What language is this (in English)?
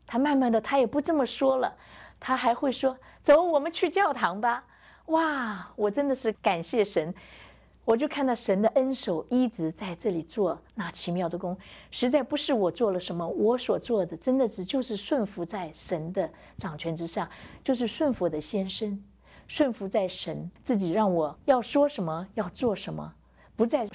Chinese